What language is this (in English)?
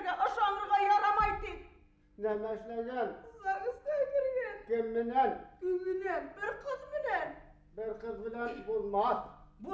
Bashkir